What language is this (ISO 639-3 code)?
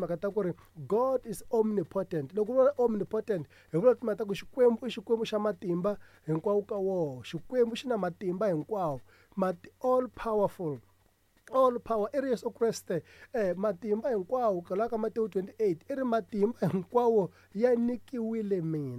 tso